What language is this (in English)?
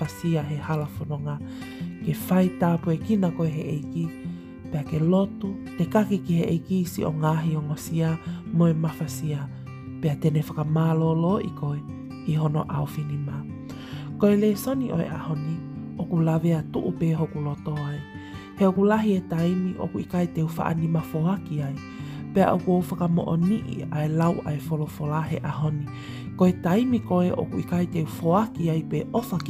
Tongan